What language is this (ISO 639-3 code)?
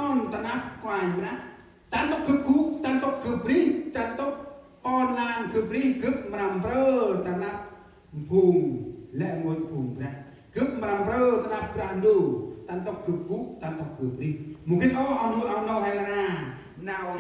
cmo